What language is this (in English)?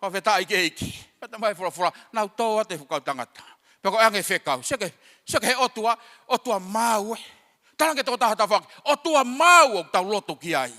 Tongan